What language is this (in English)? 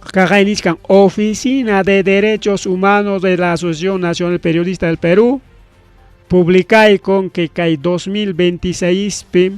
Ayacucho Quechua